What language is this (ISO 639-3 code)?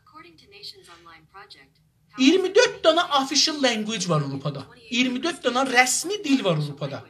azb